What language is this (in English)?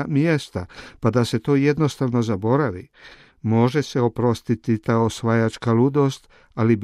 Croatian